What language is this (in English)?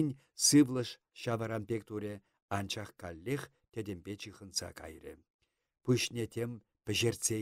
Chuvash